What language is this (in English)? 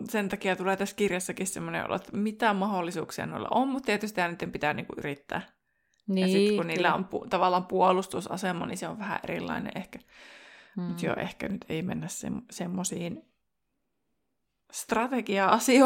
Finnish